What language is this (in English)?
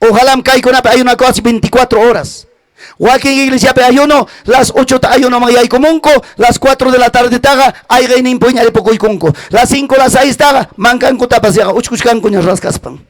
Ayacucho Quechua